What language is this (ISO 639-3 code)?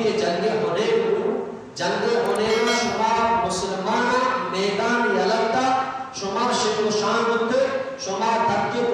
bgp